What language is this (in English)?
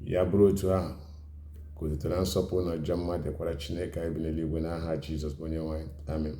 Igbo